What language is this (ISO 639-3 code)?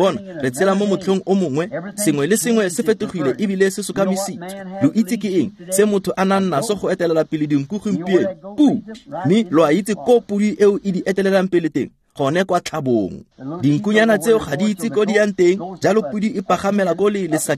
tsn